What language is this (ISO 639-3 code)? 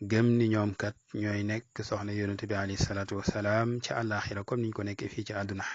wol